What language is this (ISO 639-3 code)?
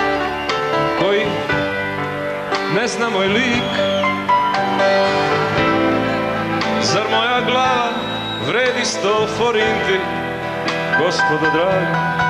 srp